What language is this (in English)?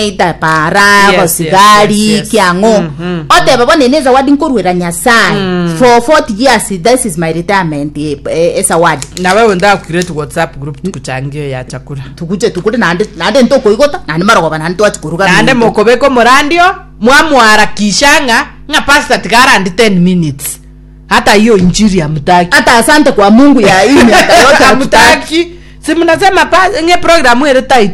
Gusii